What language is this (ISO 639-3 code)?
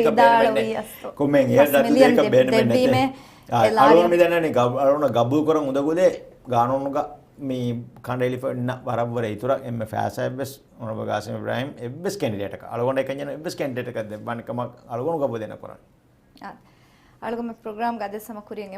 div